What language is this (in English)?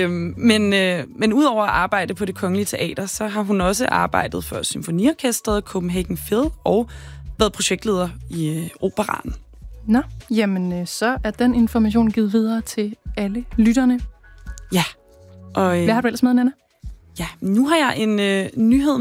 Danish